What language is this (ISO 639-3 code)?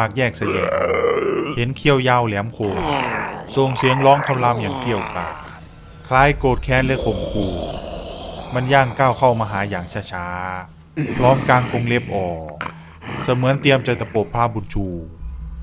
tha